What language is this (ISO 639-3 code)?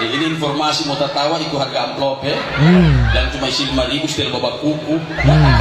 xmm